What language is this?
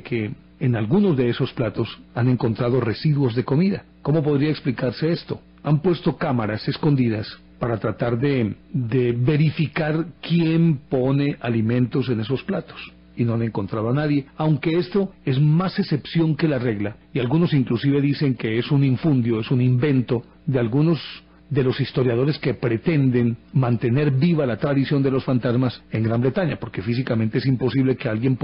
Spanish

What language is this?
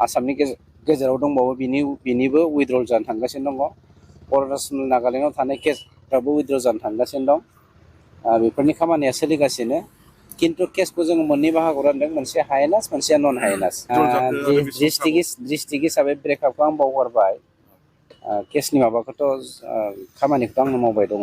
Bodo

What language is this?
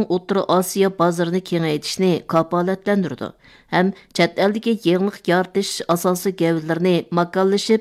Uyghur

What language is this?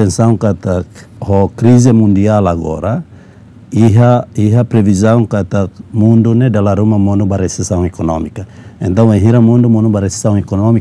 Tetum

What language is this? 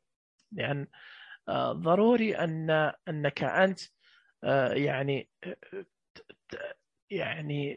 Najdi Arabic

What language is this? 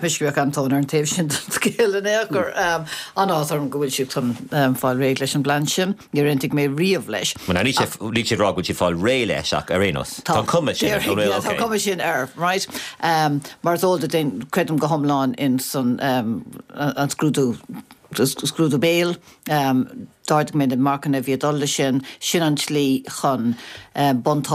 Irish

